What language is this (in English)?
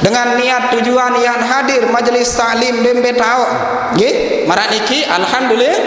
Sasak